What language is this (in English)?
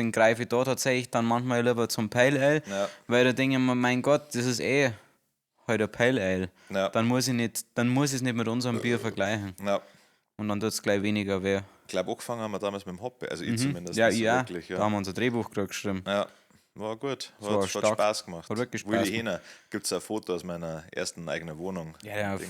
Bavarian